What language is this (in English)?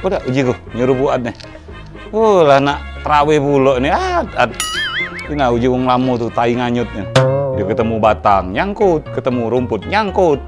Musi